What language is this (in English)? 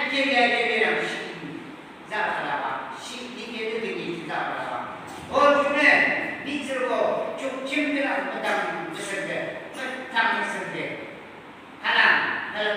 Yimchungru Naga